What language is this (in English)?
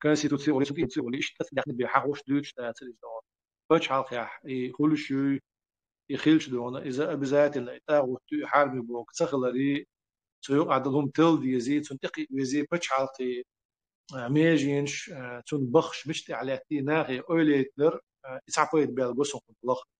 Chechen